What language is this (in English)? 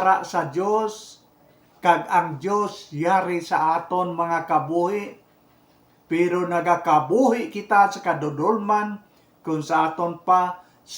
Hiligaynon